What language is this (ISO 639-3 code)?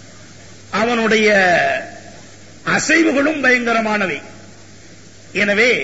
tam